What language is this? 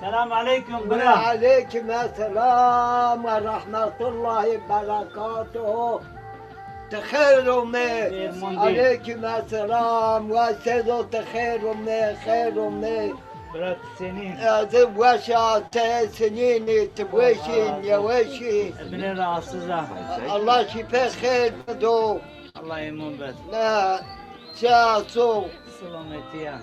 Zaza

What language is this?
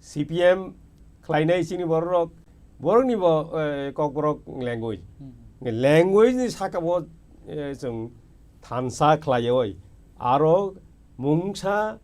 Kok Borok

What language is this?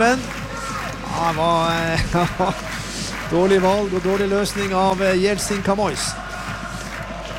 Norwegian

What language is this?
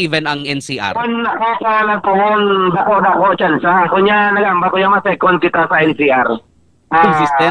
Hiligaynon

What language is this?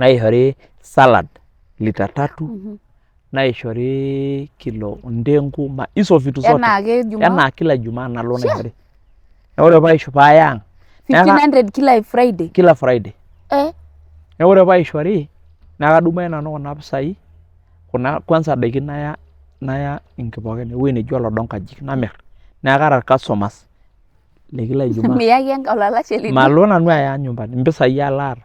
Masai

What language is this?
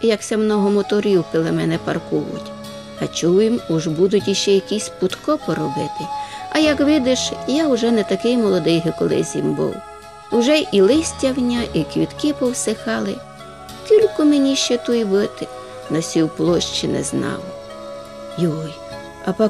Rusyn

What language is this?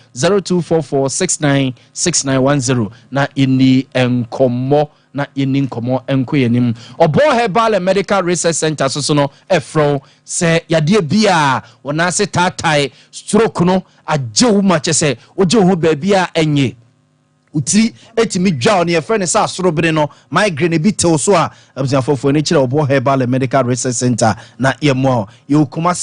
Akan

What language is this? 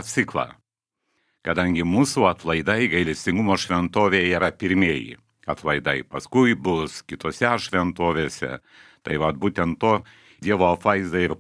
Lithuanian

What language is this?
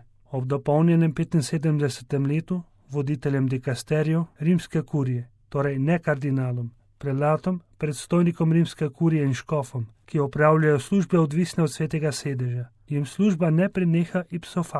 Slovenian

